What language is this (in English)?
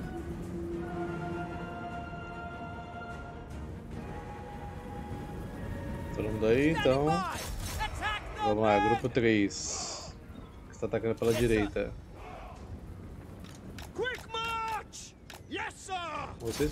Portuguese